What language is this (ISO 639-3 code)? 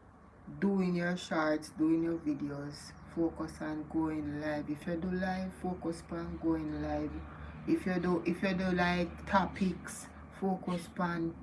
jam